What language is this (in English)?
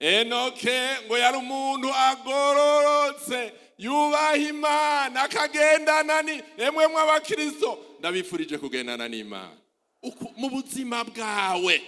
Rundi